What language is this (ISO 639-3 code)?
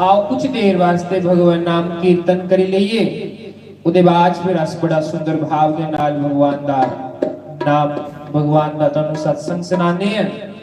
doi